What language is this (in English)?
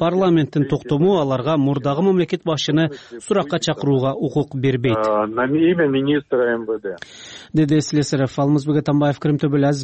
Kyrgyz